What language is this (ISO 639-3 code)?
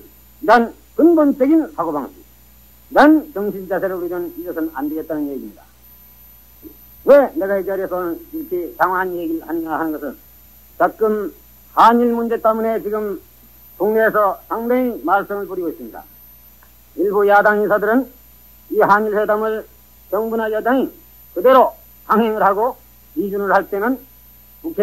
kor